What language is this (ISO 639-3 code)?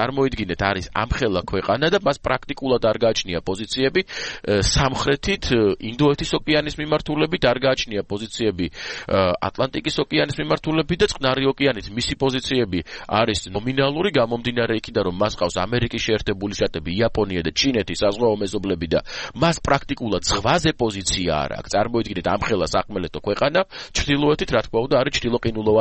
kat